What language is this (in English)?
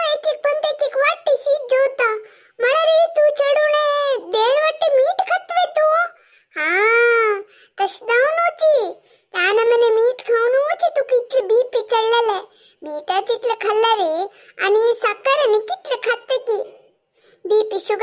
Konkani